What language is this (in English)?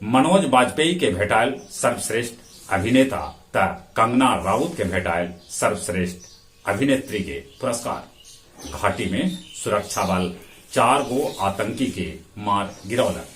Magahi